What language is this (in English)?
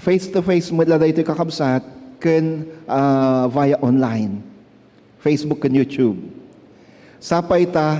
Iloko